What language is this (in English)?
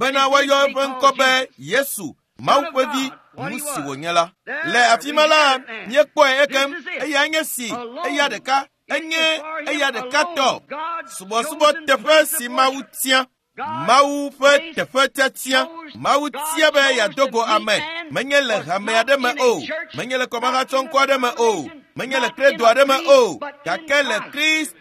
Ewe